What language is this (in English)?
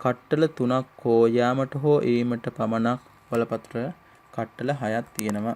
Sinhala